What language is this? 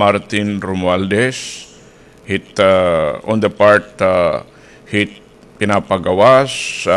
Waray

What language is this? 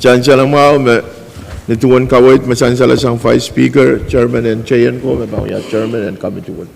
Pohnpeian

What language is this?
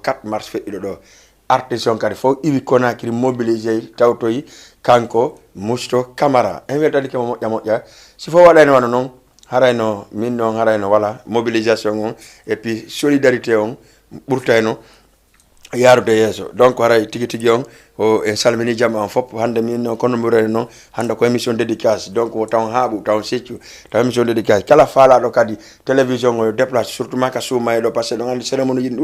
Fula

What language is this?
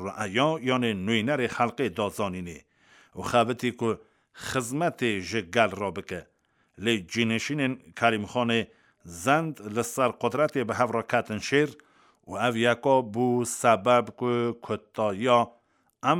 Kurdish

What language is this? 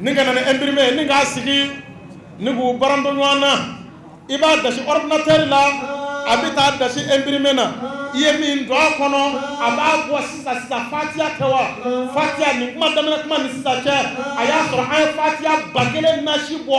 Bambara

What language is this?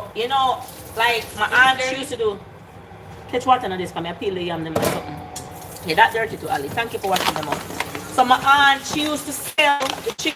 Jamaican Creole English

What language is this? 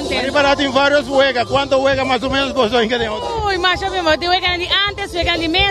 Papiamento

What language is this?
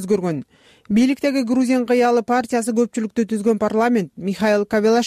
Kyrgyz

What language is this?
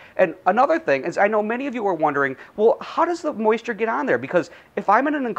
English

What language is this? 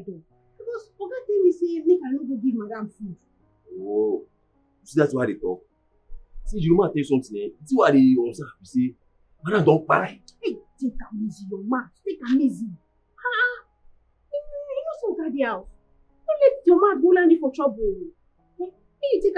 Nigerian Pidgin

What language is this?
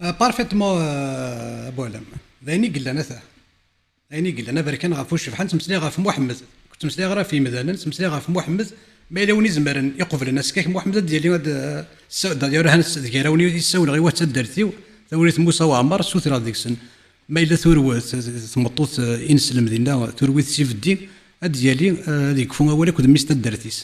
Kabyle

